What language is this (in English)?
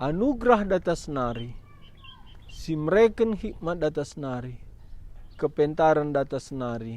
Batak Karo